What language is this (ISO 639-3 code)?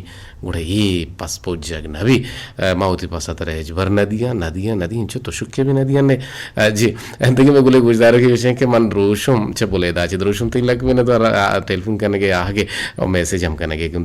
bgp